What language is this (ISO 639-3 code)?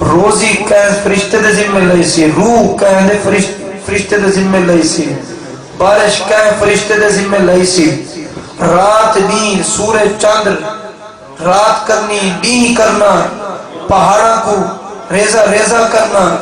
skr